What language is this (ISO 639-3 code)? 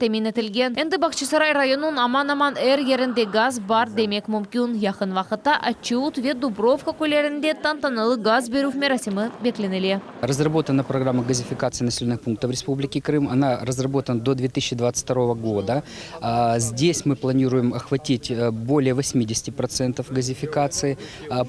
crh